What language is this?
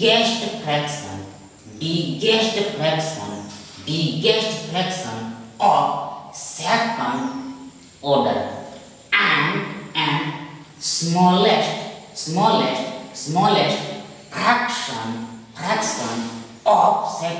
Gujarati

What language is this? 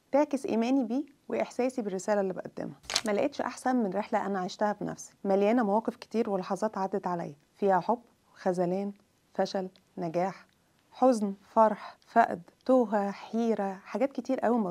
Egyptian Arabic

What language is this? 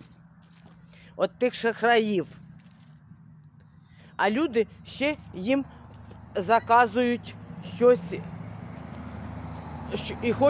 Ukrainian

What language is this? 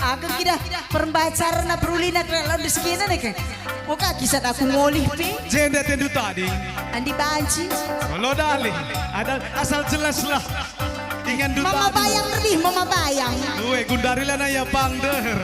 Batak Karo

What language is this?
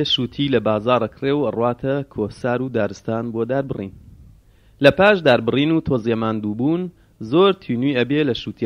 Central Kurdish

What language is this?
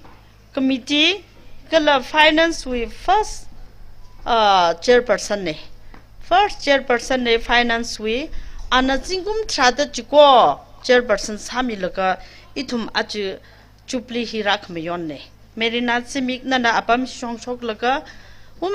Tangkhul Naga (India)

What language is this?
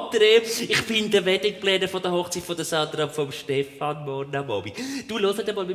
Swiss German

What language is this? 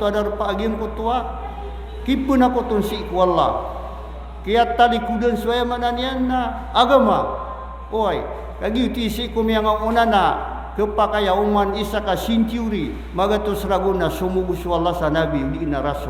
Maranao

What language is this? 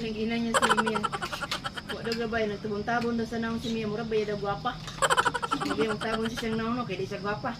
Cebuano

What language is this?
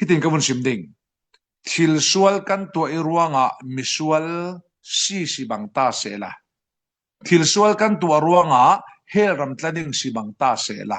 Falam Chin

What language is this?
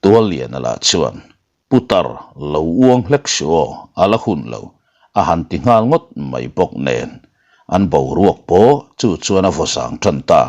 Mizo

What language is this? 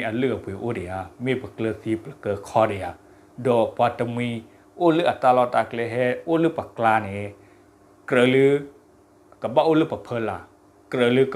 S'gaw Karen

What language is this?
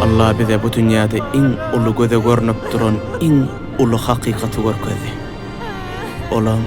Turkmen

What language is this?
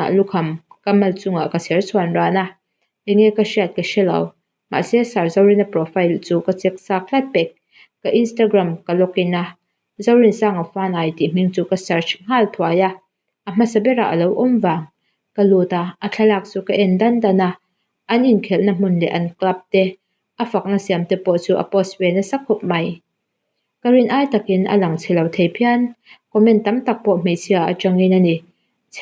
Mizo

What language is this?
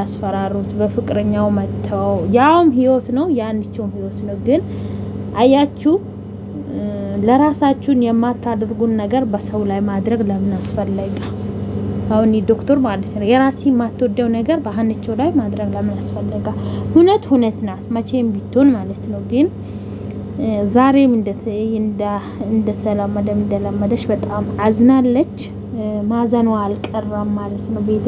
Amharic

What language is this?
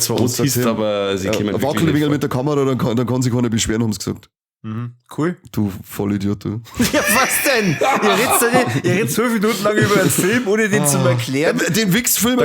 Bavarian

